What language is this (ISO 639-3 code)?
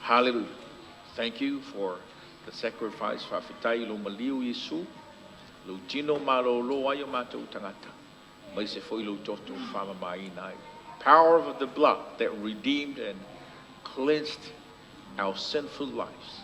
smo